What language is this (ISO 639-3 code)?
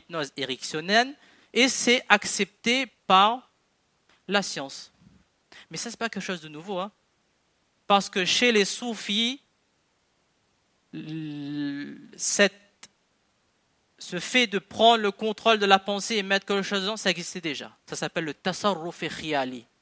fra